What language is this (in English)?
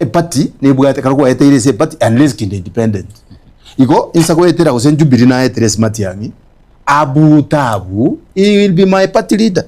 Gusii